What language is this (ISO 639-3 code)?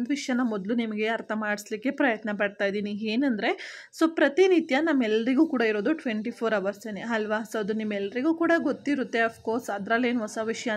kan